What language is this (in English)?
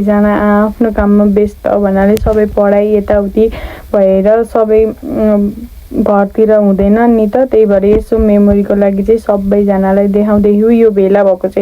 Nepali